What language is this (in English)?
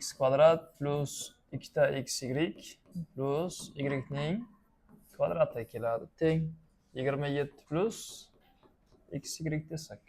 Uzbek